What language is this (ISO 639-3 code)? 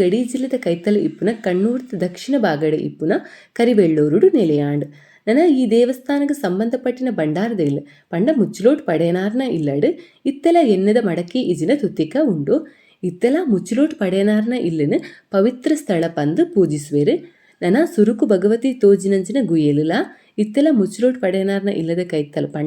tcy